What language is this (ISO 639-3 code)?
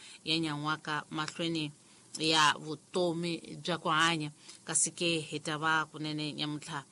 tso